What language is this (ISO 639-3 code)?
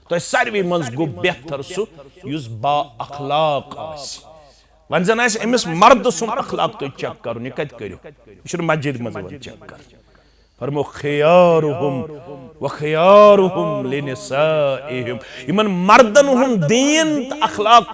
kas